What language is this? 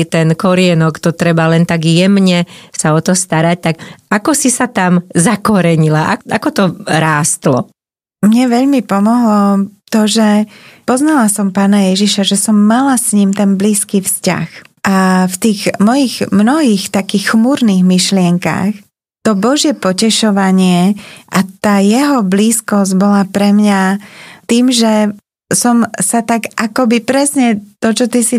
Slovak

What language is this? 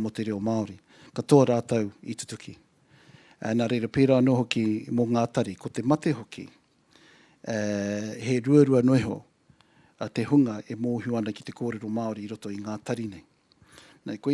Māori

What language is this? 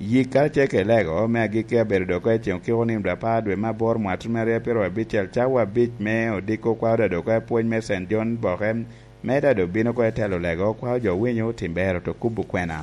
Lango (Uganda)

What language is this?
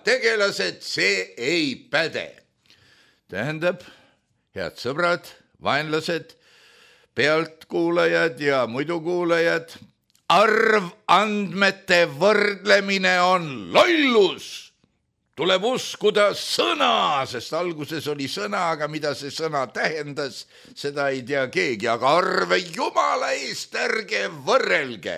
Estonian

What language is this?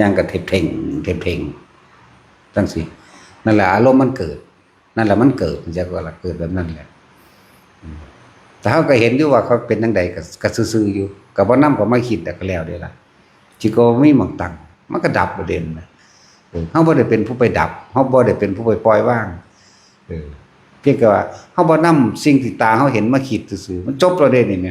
Northeastern Thai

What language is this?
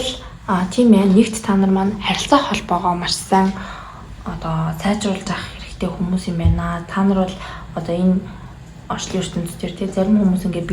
Mongolian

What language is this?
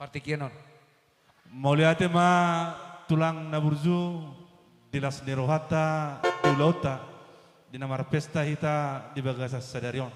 Batak Toba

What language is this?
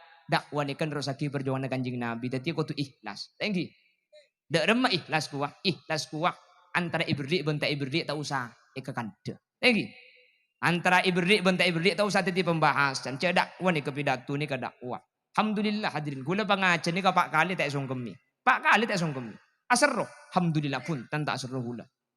Madurese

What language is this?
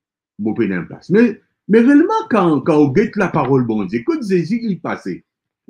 Morisyen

